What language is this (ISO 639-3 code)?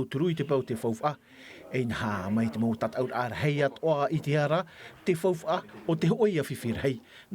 tah